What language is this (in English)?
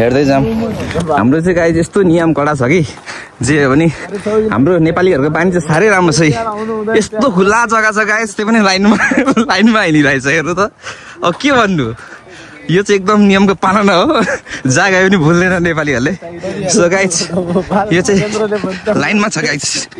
Nepali